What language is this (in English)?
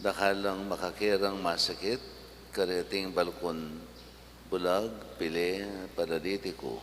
Pampanga